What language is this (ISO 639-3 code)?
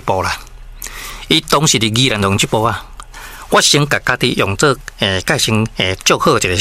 nan